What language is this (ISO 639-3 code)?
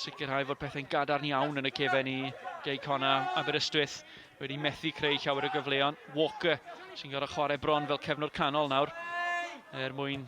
cym